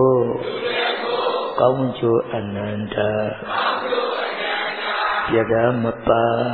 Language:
Burmese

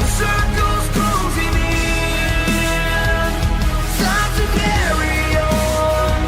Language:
Kara-Kalpak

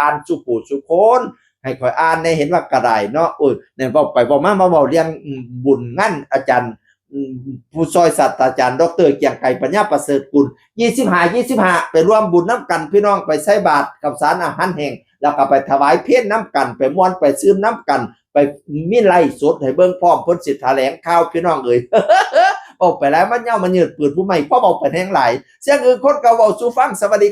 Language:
Northeastern Thai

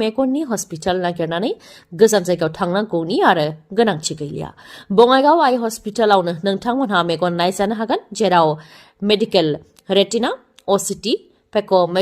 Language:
Bodo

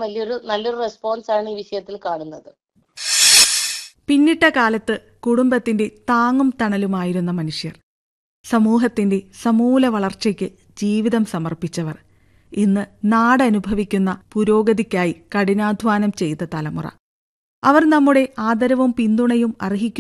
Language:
Malayalam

